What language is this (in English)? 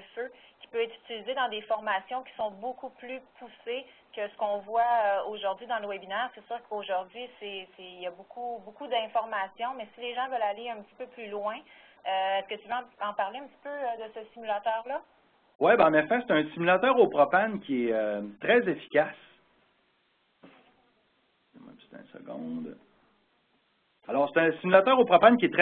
French